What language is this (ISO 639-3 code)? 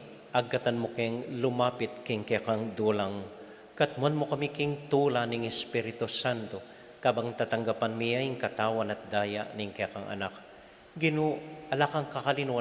pam